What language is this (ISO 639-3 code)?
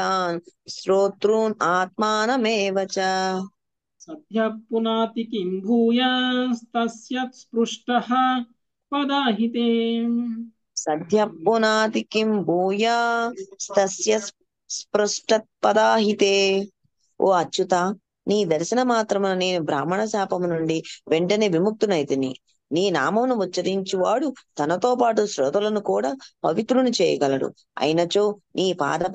tel